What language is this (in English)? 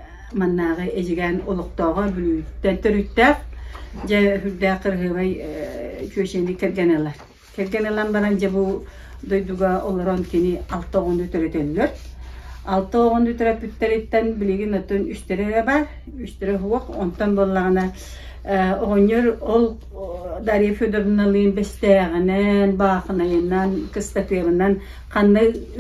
Yakut